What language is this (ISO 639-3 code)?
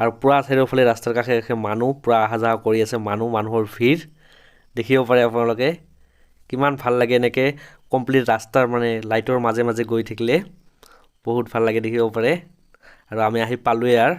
asm